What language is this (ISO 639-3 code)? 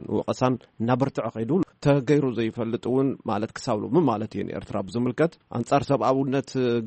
tir